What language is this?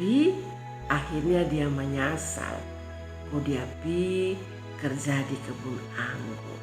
Kupang Malay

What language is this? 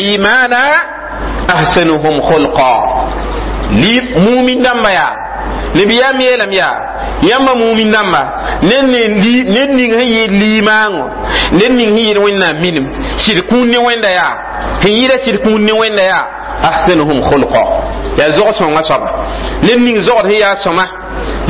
Mossi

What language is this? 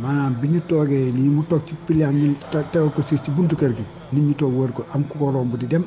Wolof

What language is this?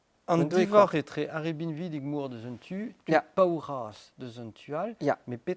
Breton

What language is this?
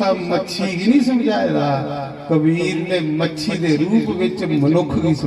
Dogri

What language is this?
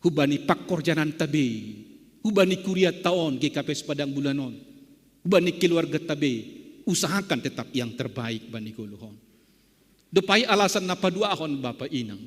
Batak Simalungun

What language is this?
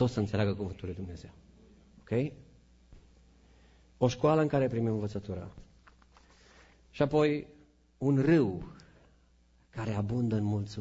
Romanian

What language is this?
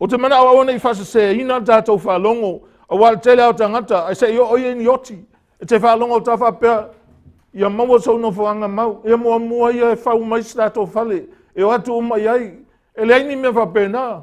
Samoan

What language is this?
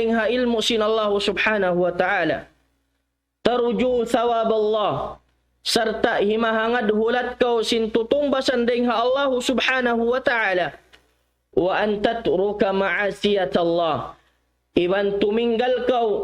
Tausug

